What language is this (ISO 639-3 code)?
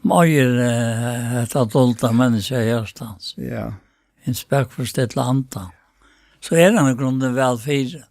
fao